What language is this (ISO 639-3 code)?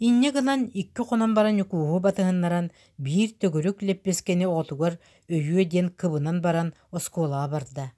sah